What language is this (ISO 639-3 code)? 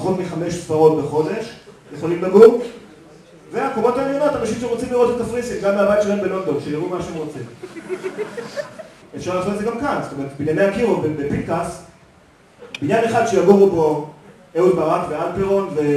heb